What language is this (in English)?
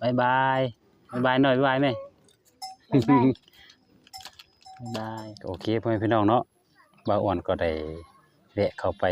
Lao